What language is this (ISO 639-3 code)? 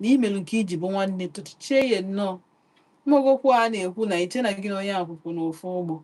ibo